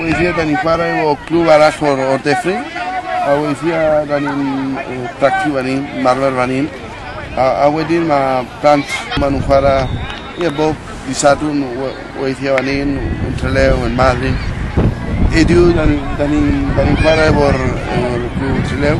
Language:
Welsh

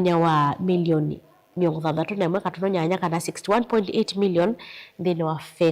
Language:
Kamba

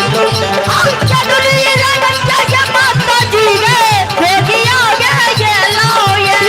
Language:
Maithili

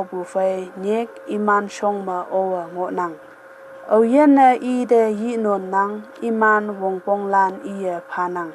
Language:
Konyak Naga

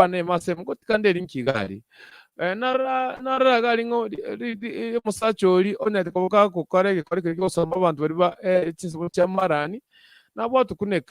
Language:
Gusii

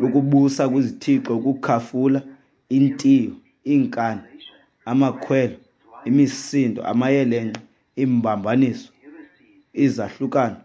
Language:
Xhosa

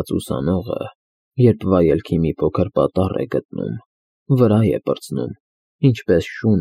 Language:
Armenian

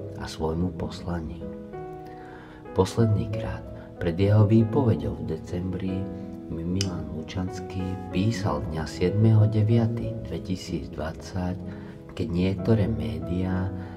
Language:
Slovak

